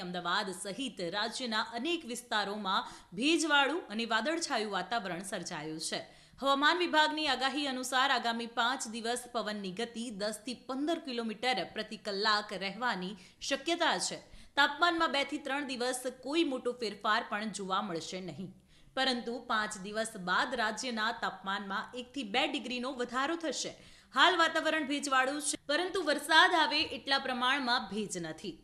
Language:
Gujarati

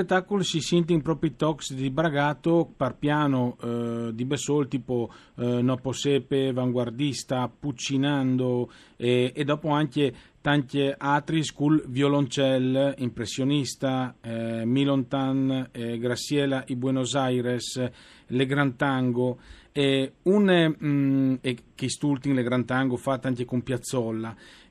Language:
Friulian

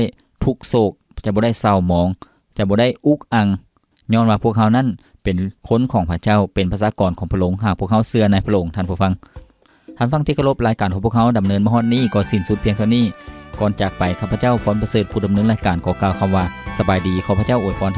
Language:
Lao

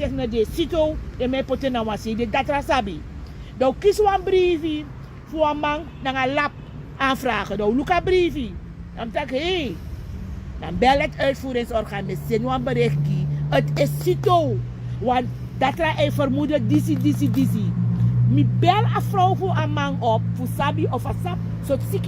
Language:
Sranan Tongo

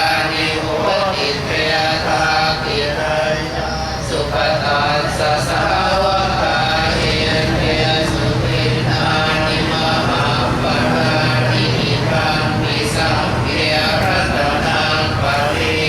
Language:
Pali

